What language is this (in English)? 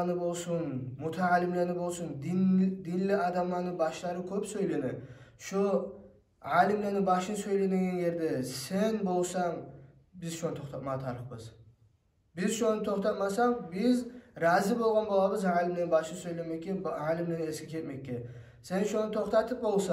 Kumyk